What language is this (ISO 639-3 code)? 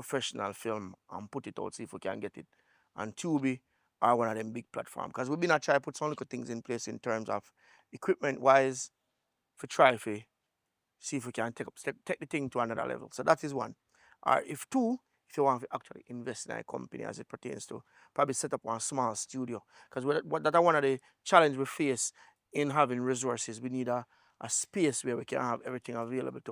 jam